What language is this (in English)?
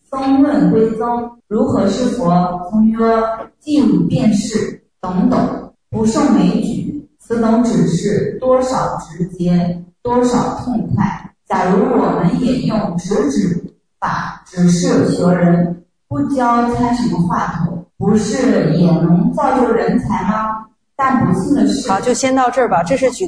Chinese